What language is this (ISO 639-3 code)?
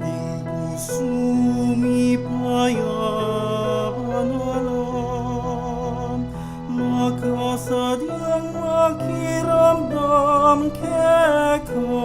pam